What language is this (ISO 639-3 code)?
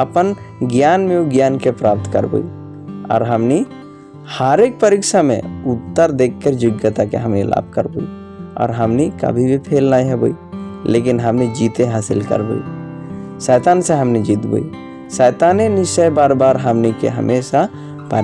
sck